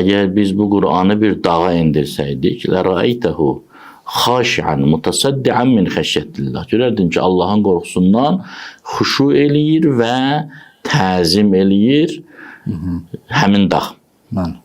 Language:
Azerbaijani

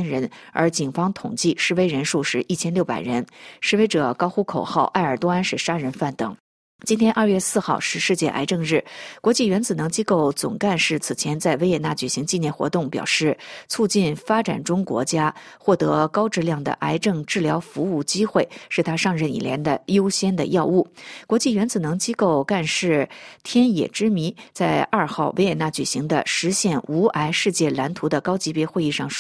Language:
Chinese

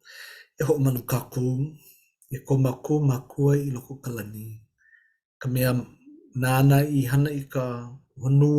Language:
Hawaiian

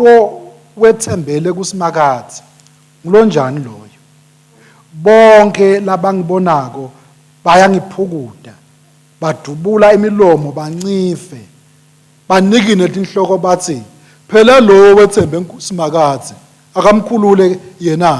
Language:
Swati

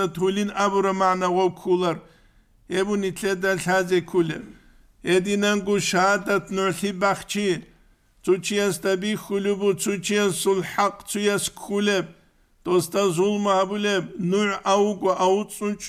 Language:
Avaric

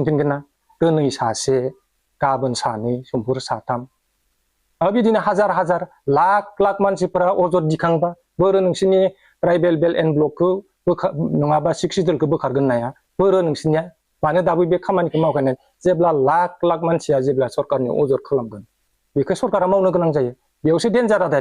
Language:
Bodo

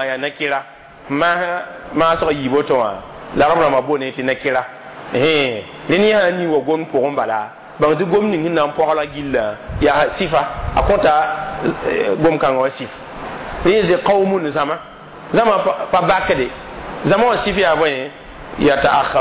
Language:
Mossi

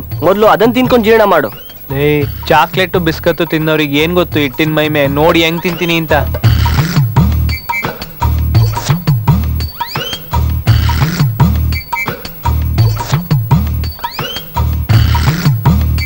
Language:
Kannada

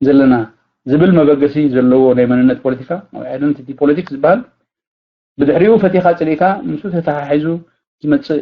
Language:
Tigrinya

